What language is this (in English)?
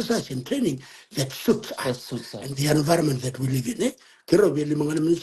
Fijian